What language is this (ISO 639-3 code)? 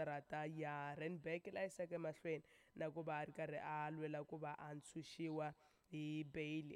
tso